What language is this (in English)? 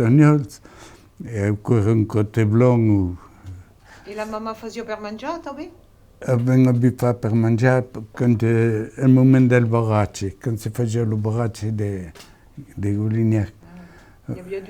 Occitan